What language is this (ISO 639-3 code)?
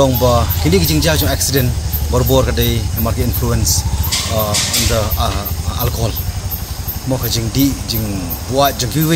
kha